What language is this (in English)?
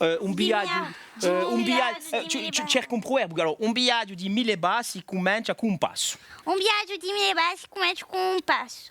Corsican